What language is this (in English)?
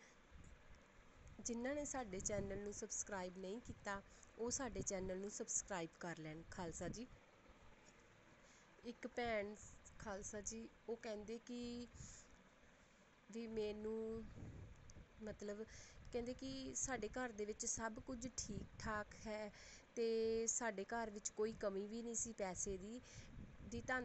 Punjabi